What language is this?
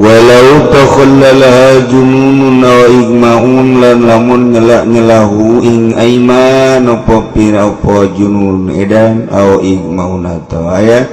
Sundanese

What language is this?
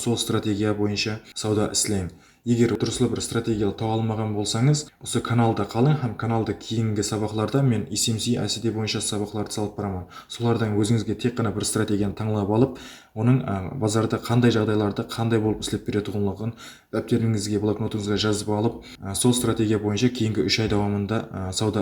Kara-Kalpak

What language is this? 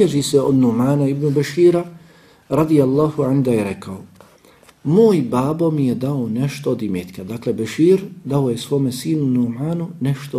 Bosnian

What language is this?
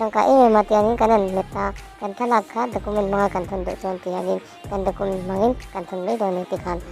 Mizo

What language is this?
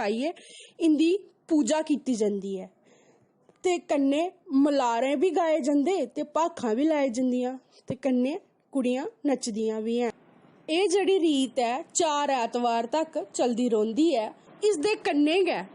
Dogri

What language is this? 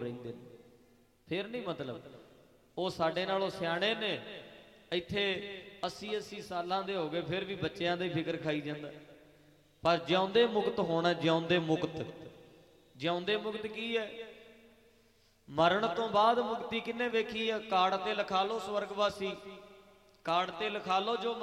Punjabi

